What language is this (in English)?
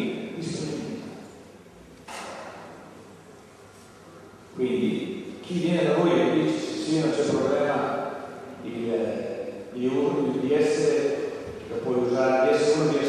Italian